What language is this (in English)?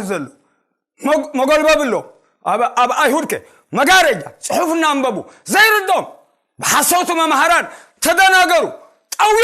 Tigrinya